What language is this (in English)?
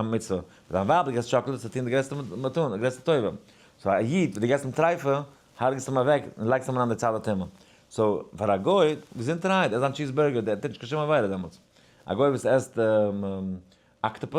Yiddish